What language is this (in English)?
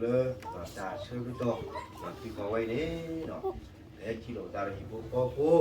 S'gaw Karen